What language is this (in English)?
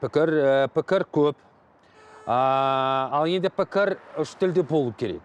Kazakh